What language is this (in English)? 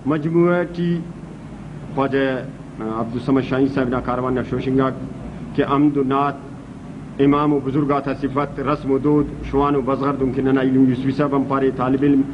Brahui